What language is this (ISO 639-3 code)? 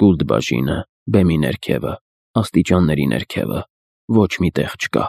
hye